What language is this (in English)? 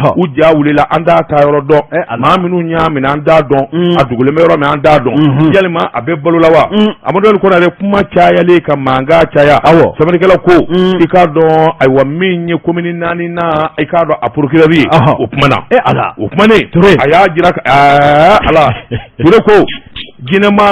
Bambara